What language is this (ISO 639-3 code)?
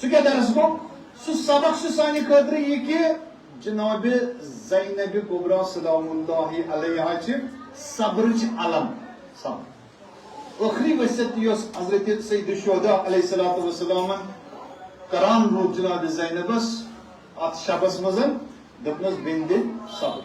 kas